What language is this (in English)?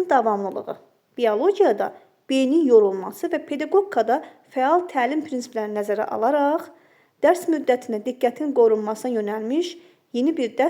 Azerbaijani